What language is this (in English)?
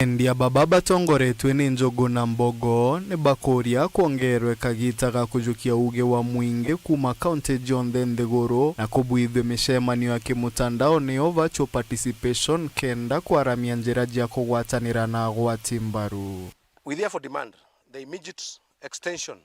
Meru